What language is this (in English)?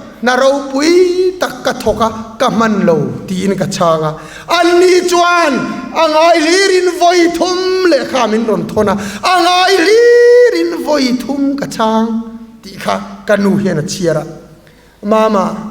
Mizo